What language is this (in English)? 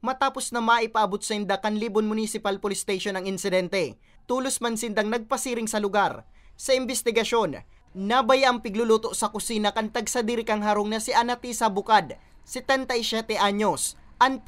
Bikol